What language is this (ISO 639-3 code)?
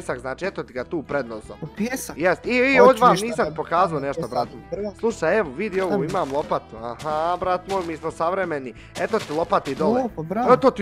bos